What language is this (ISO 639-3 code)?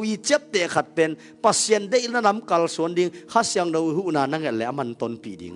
ctd